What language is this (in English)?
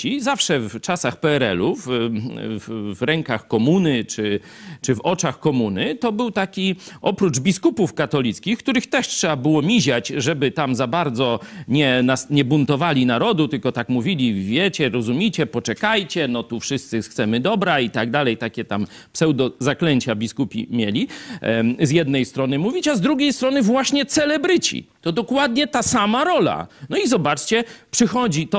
Polish